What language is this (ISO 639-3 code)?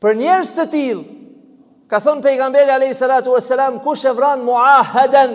sqi